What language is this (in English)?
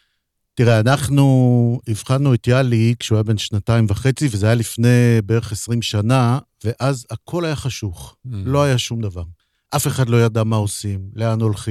Hebrew